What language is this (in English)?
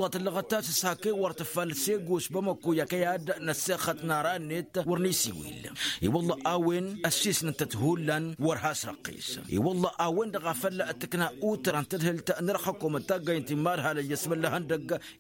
Tamasheq